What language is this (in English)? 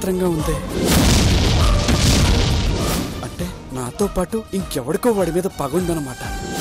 Telugu